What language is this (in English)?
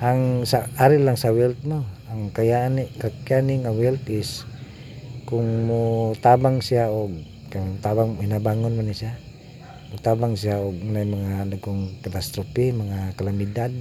Cebuano